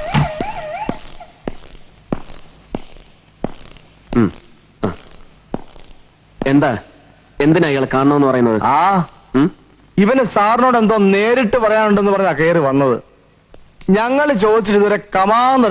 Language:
Malayalam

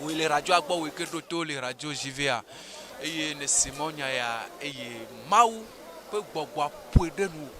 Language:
Ewe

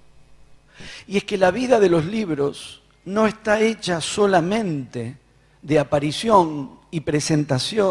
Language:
Spanish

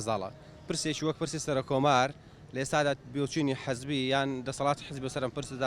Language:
Central Kurdish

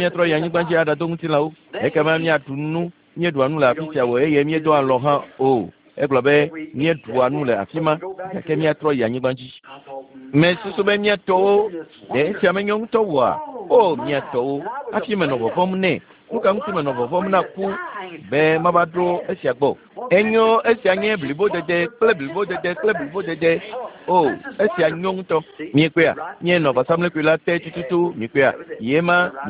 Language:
Ewe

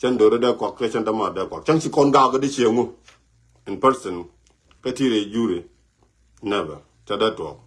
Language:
Nuer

